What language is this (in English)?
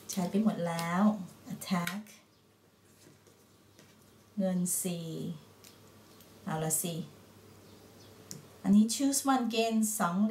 Thai